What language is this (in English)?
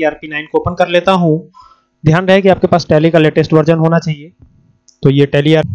Hindi